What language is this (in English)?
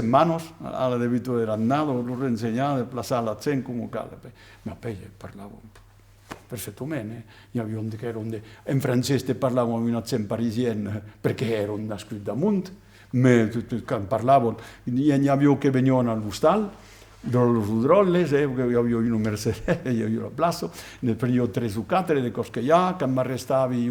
Occitan